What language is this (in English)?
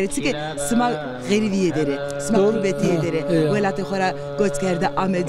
Zaza